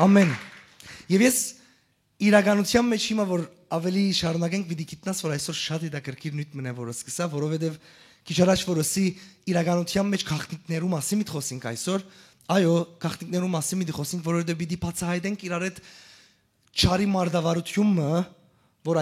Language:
Western Armenian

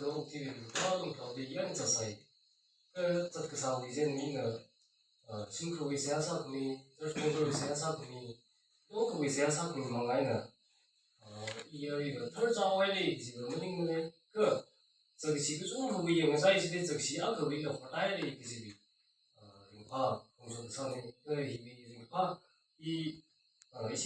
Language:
Tangkhul Naga (India)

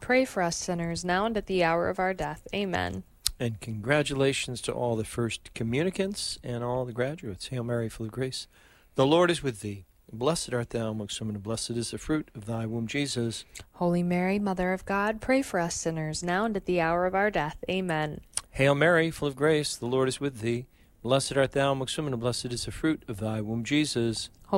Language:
English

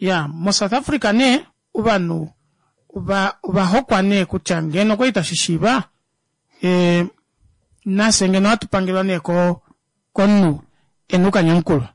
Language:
Kuanyama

